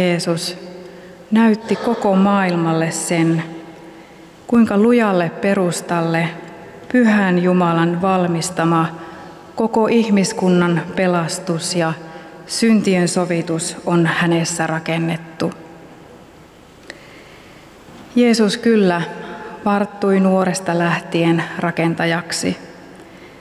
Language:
Finnish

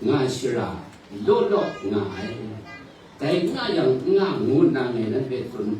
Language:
Kachin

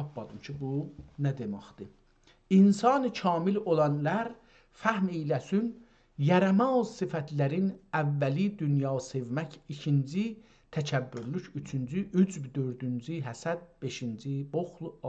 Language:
South Azerbaijani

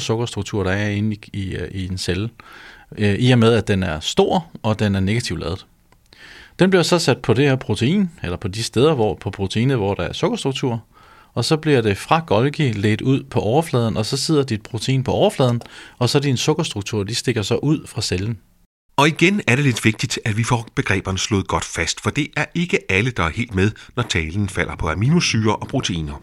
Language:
Danish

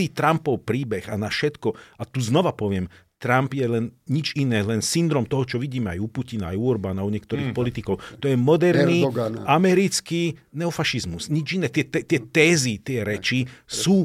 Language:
Slovak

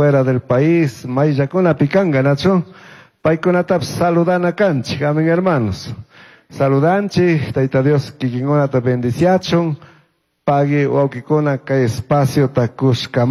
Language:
Chimborazo Highland Quichua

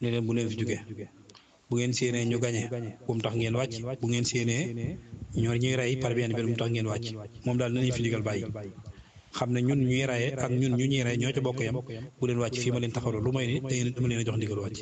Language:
Wolof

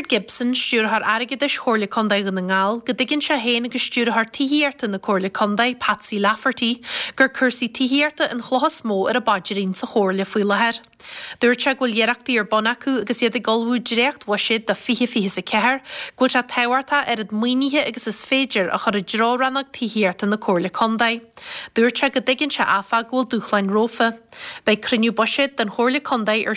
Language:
Irish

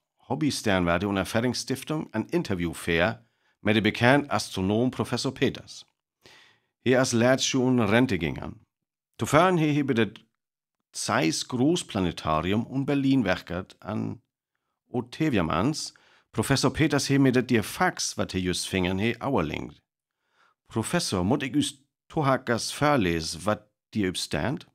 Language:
Northern Frisian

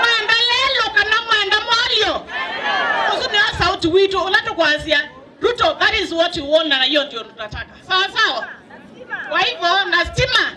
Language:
Kamba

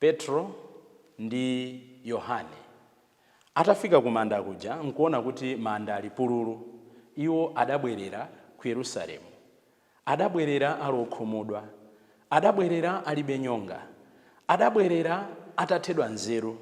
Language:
Nyanja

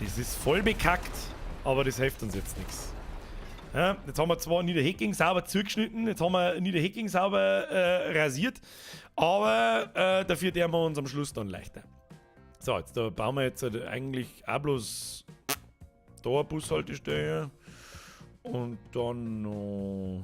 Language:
Bavarian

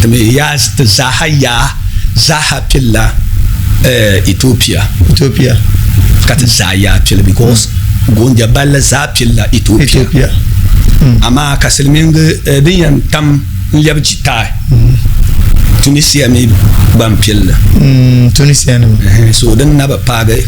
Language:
Dagbani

